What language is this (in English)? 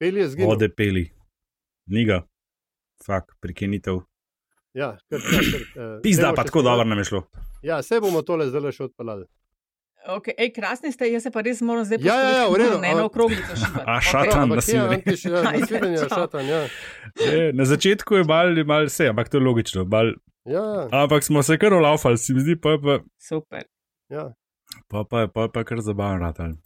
Slovenian